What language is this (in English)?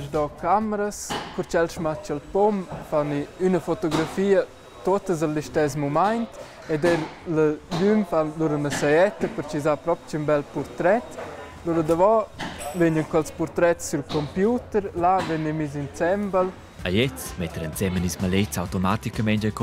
Romansh